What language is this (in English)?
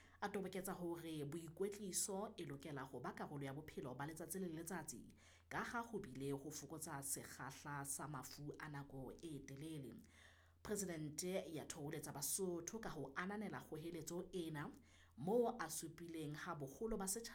Southern Sotho